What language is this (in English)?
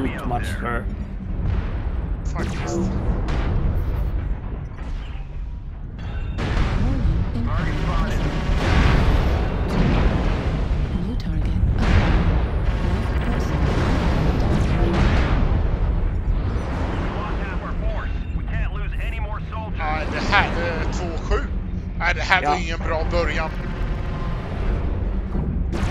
Swedish